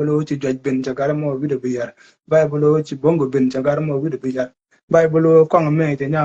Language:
Nuer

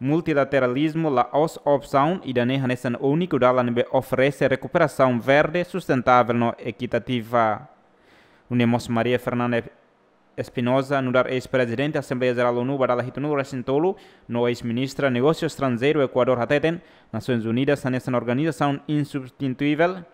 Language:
Tetum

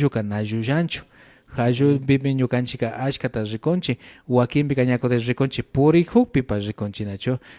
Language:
Imbabura Highland Quichua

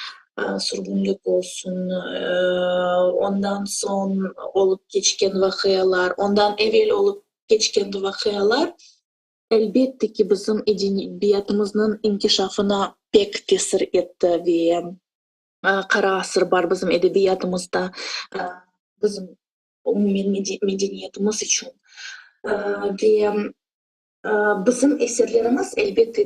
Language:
Crimean Tatar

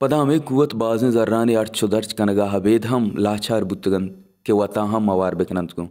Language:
Baluchi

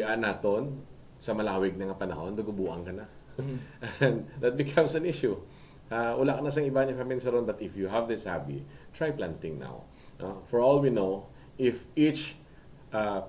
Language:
Hiligaynon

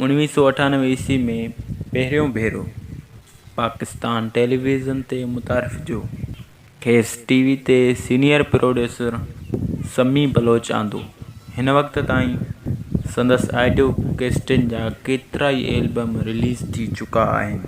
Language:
Sindhi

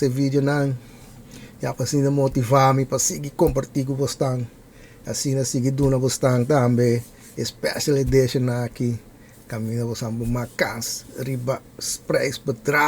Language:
Papiamento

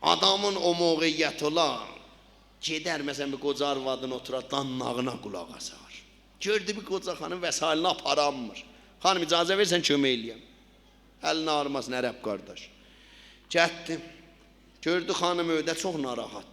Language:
South Azerbaijani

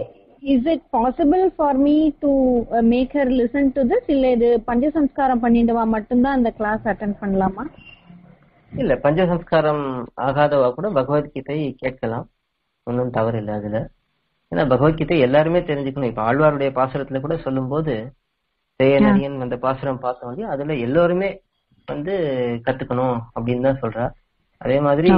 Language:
Tamil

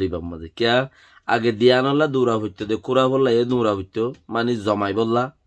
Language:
Rohingya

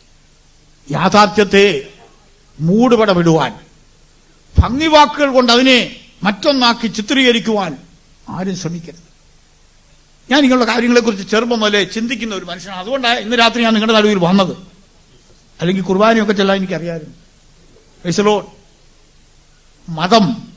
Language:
Malayalam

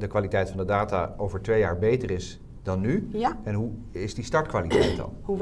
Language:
Dutch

